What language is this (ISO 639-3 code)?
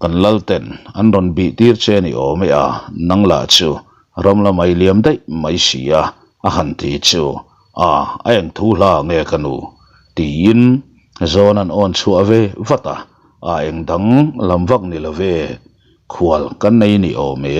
lus